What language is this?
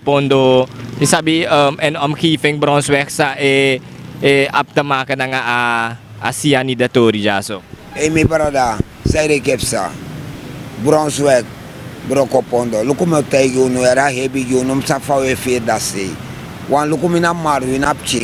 Sranan Tongo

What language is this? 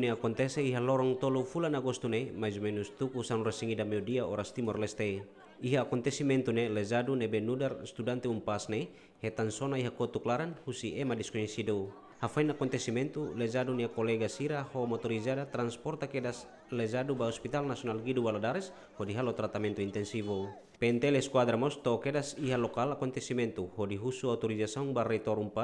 Tetum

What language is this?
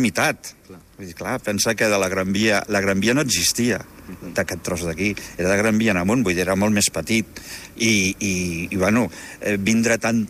Catalan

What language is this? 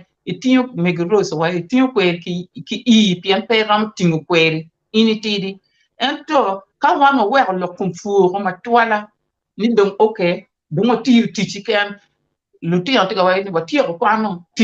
Acoli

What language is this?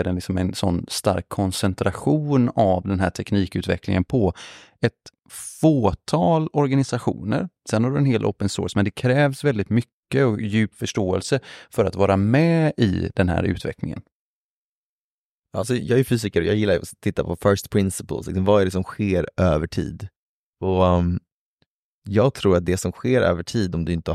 Swedish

